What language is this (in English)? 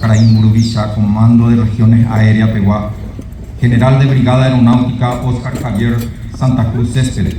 Guarani